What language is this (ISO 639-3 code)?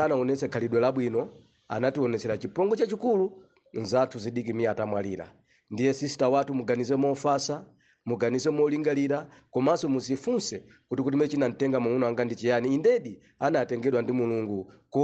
nya